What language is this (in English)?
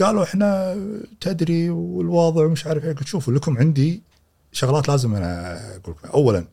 Gulf Arabic